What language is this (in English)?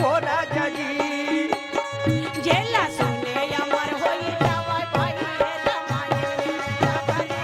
Chhattisgarhi